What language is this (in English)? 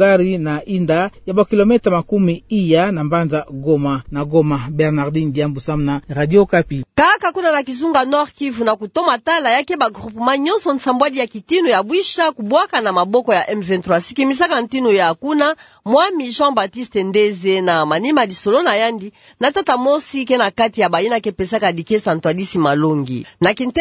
Kituba (Democratic Republic of Congo)